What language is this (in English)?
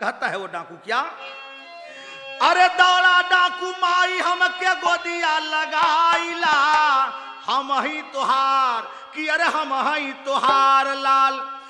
Bhojpuri